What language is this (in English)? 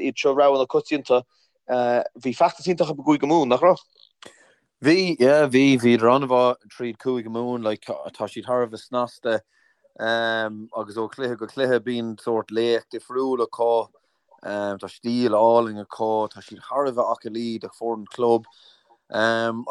Irish